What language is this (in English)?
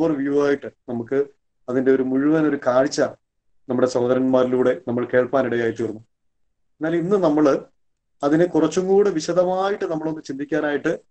Malayalam